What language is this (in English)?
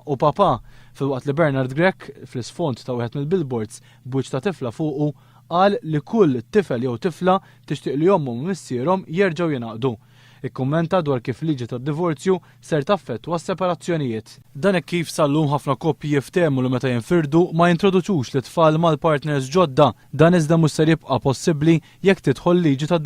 Maltese